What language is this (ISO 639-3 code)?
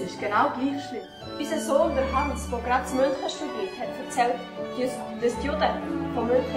gsw